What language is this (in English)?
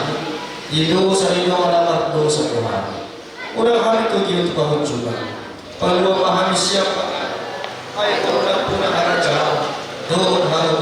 Batak Toba